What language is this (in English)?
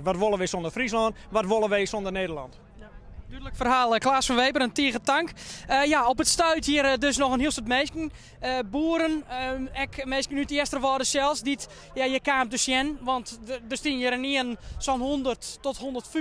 Western Frisian